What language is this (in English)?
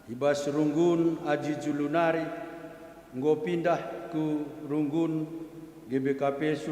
Batak Karo